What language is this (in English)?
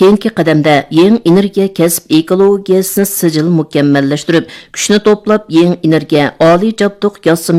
Uyghur